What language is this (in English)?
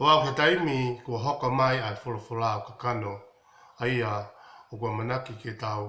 Tongan